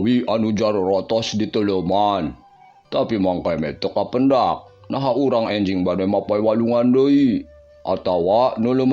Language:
Sundanese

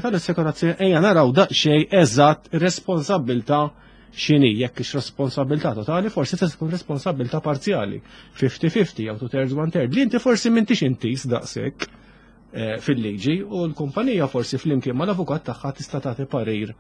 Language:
Maltese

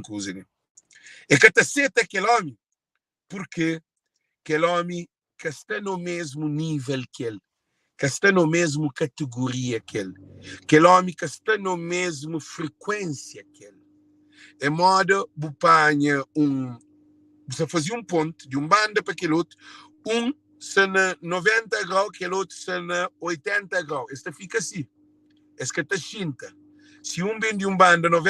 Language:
Kabuverdianu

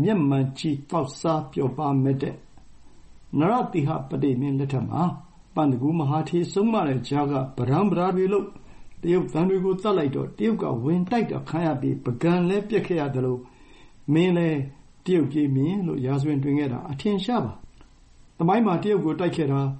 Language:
Burmese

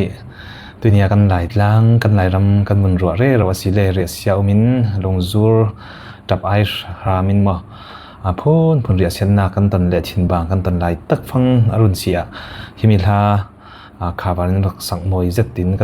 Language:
Falam Chin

